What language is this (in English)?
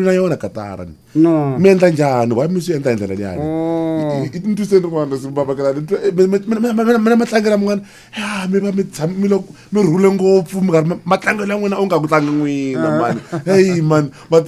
Tsonga